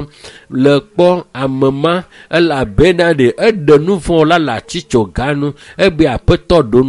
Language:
Ewe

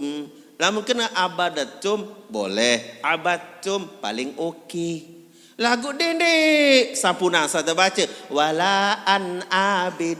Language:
Sasak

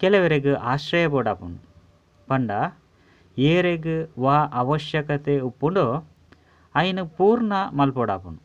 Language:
Tulu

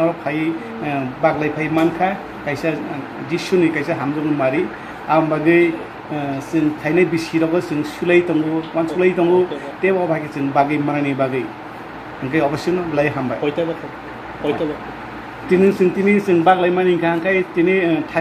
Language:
Kok Borok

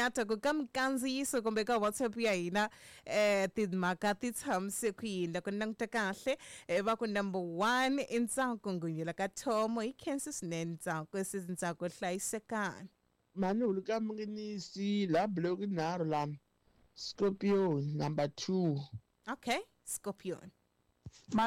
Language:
Tsonga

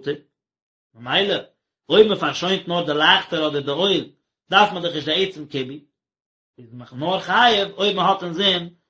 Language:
Yiddish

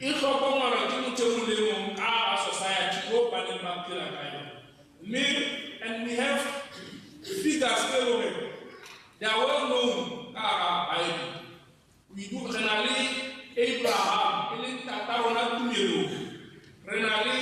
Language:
Tswana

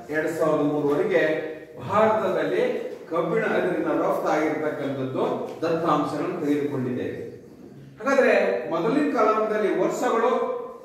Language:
Kannada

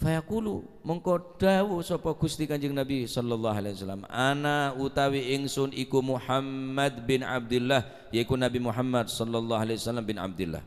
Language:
Madurese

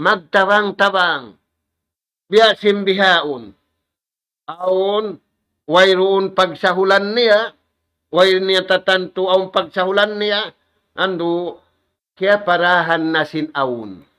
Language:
Tausug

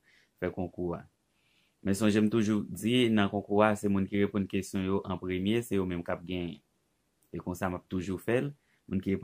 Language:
Haitian Creole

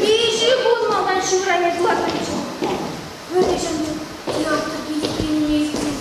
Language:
Chuvash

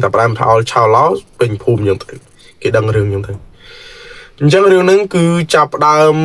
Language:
Khmer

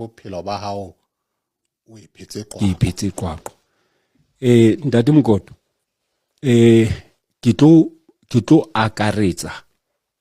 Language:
Southern Sotho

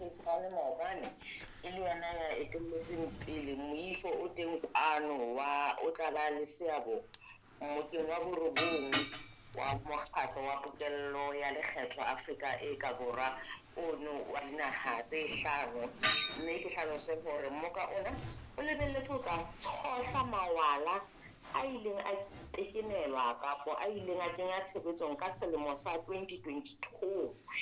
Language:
Southern Sotho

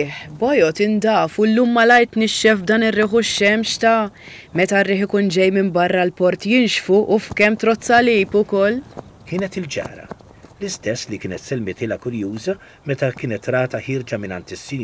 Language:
Maltese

